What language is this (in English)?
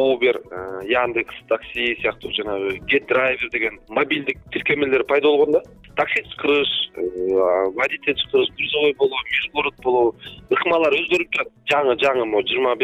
Kyrgyz